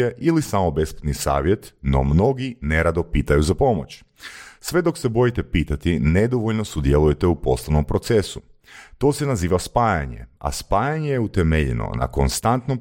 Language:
Croatian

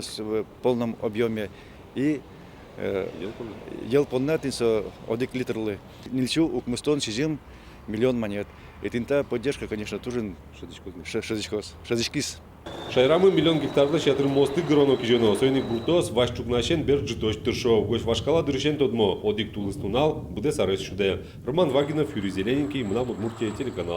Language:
Udmurt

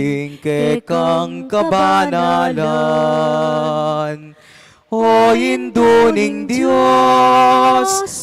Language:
Pampanga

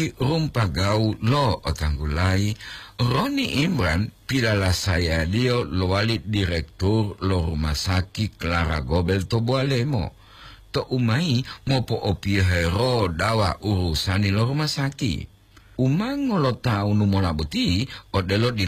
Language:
Gorontalo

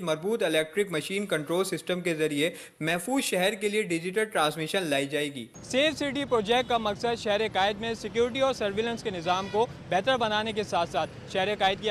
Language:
Urdu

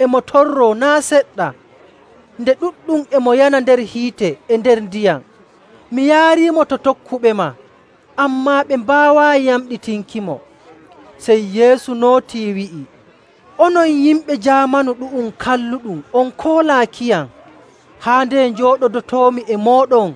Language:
Nigerian Fulfulde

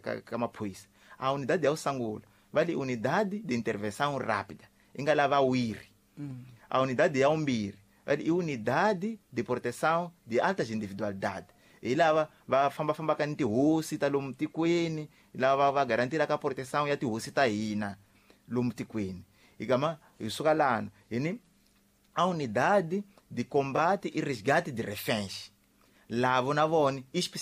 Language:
Tsonga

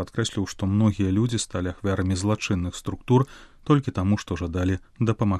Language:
Belarusian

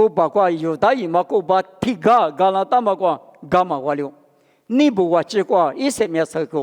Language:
Lisu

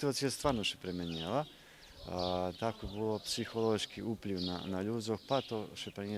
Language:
Rusyn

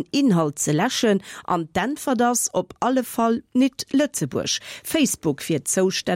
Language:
Luxembourgish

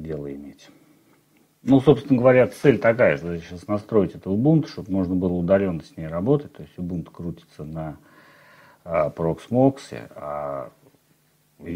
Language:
Russian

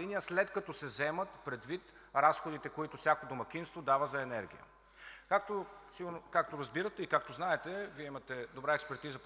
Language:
Bulgarian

